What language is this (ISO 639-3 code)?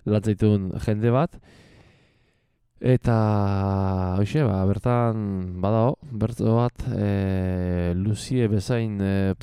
eus